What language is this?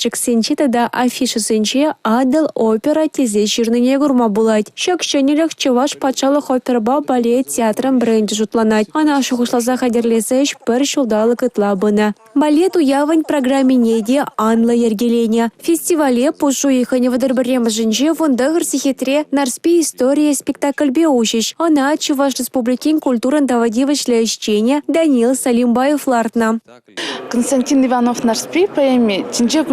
Chuvash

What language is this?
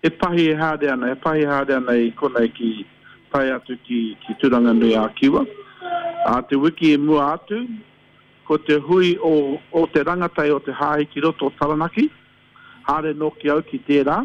Māori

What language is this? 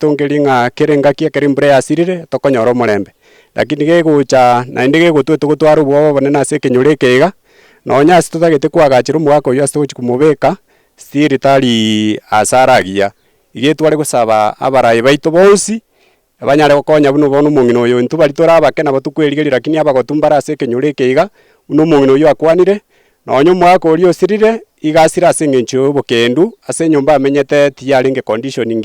Gusii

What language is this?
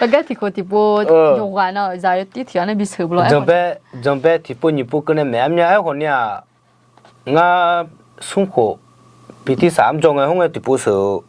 Akha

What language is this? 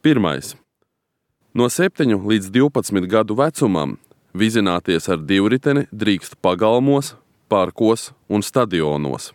Latvian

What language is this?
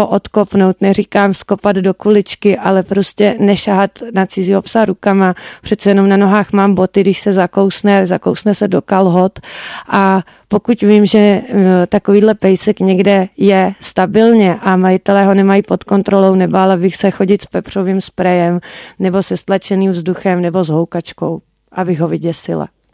Czech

